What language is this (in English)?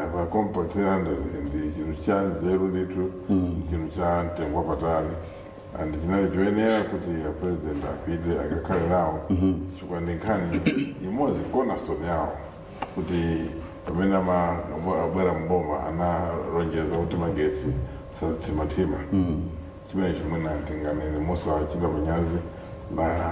Nyanja